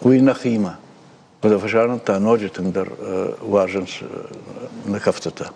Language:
Ossetic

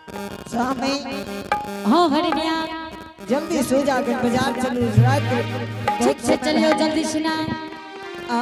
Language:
Angika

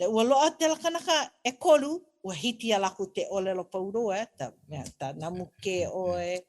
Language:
Hawaiian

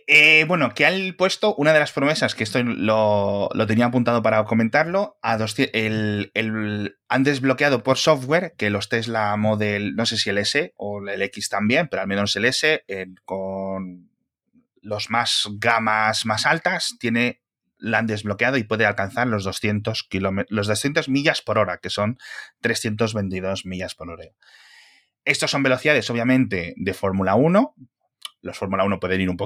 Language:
Spanish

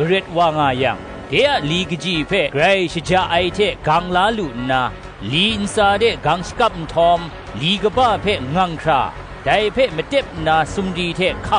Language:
Kachin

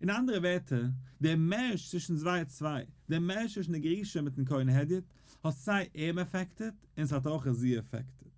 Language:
Yiddish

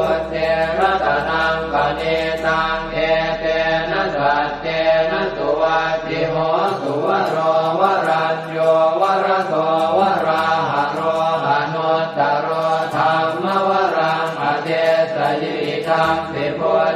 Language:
Pali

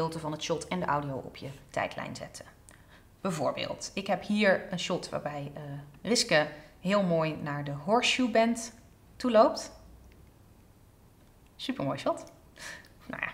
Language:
Dutch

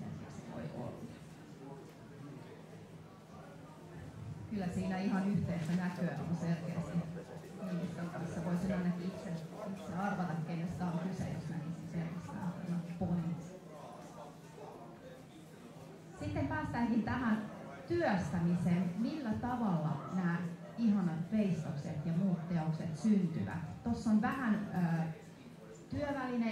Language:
Finnish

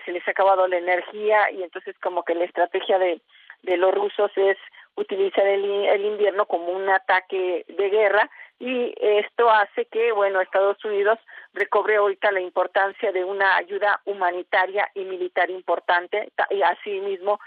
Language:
Spanish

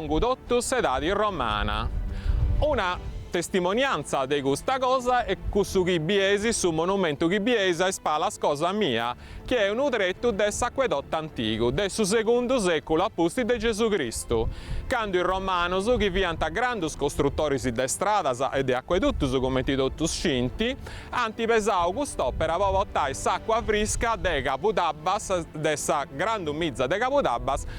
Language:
Sardinian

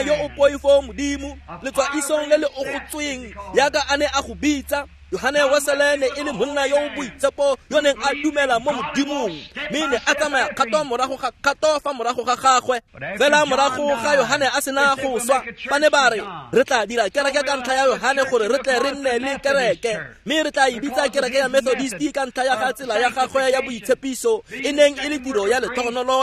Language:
Tswana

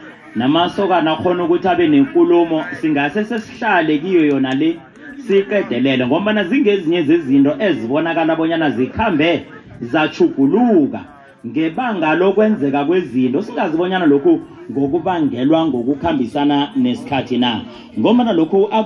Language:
South Ndebele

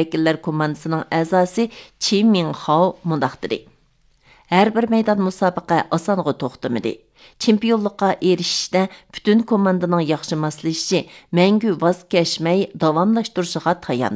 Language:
Uyghur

